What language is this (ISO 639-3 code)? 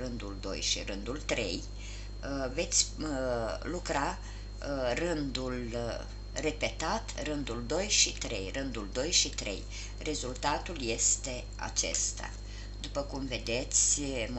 ron